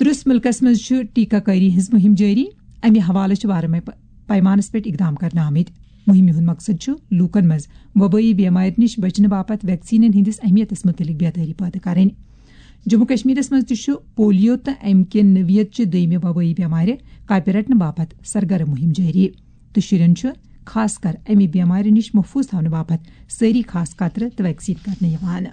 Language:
Kashmiri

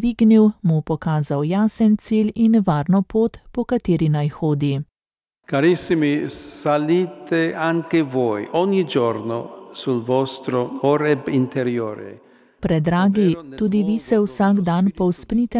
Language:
Slovenian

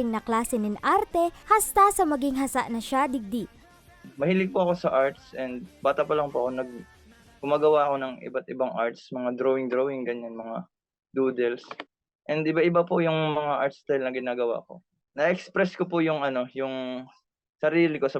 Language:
Bikol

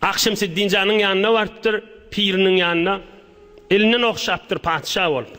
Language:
Turkmen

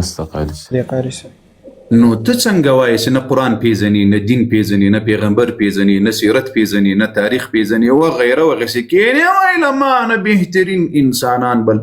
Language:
Pashto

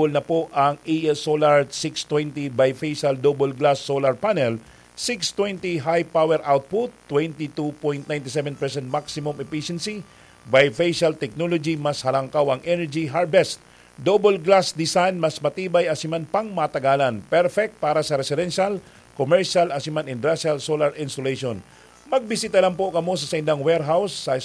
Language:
Bikol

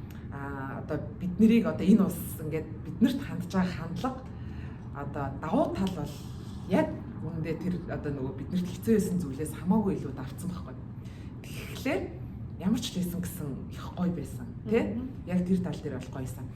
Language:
Mongolian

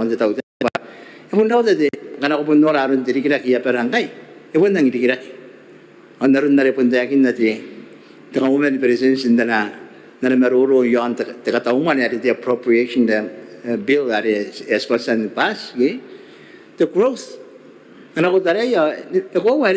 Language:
Gilbertese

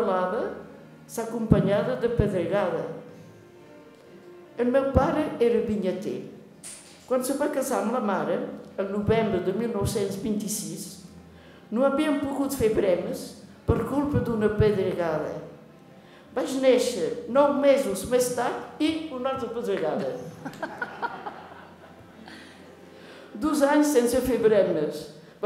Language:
Catalan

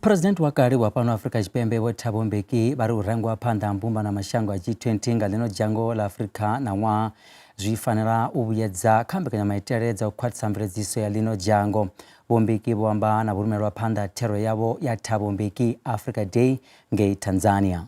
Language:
Venda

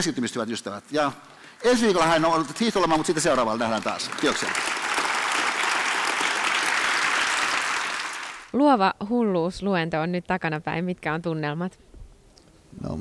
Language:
Finnish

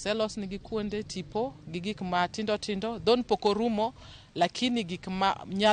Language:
Luo (Kenya and Tanzania)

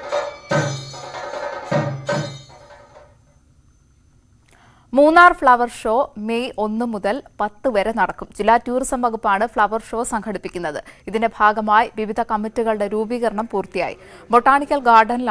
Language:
Malayalam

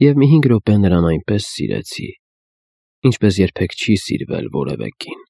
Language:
Armenian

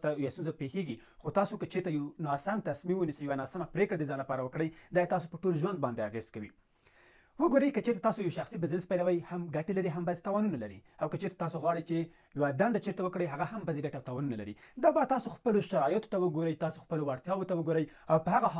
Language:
Pashto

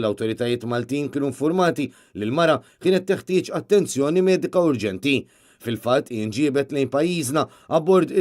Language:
Maltese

